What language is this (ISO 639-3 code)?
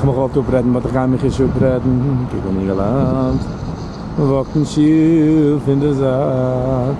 yid